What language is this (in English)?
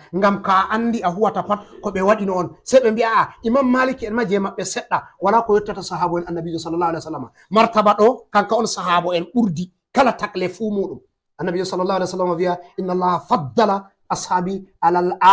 Fula